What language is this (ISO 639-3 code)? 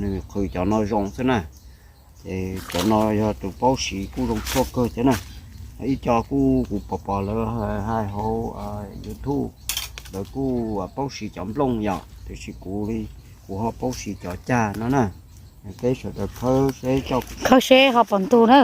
hmn